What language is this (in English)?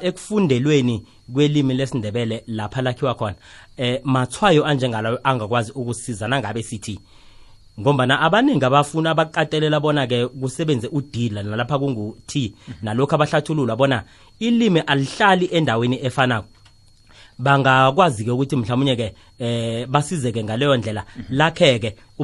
South Ndebele